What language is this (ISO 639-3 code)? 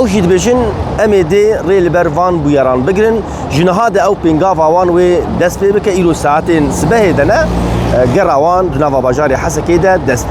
kur